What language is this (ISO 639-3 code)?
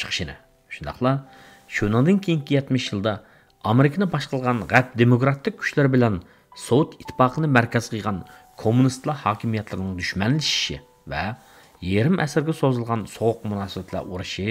uig